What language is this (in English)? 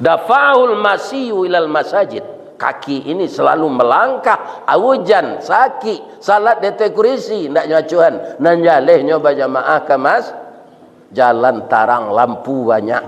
Minangkabau